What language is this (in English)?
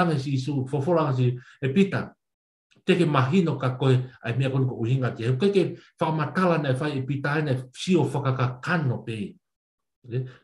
Tongan